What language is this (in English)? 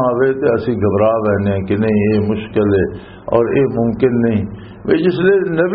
Western Panjabi